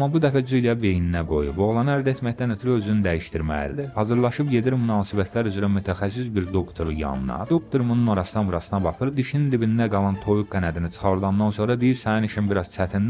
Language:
Azerbaijani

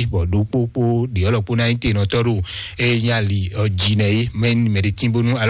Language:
Fon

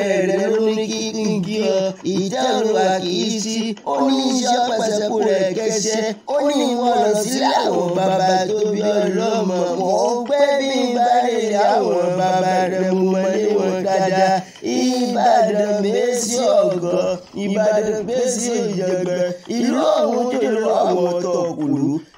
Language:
Yoruba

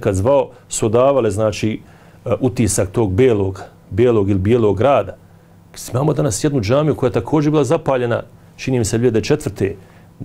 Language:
Bosnian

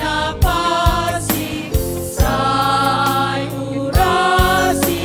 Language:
Batak Simalungun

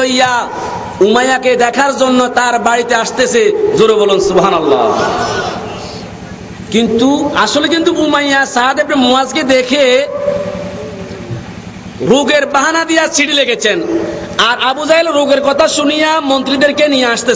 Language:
Bangla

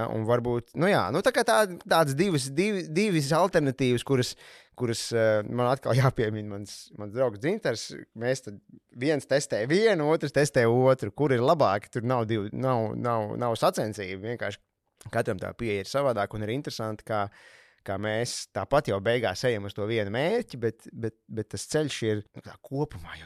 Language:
Latvian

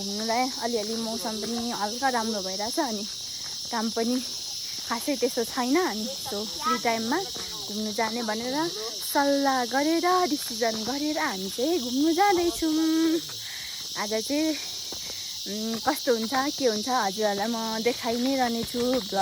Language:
Nepali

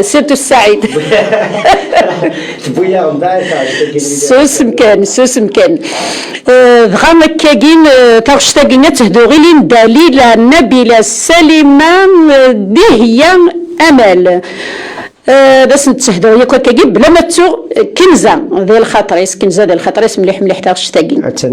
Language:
Kabyle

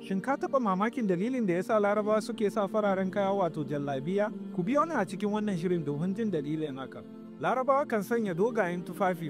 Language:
Hausa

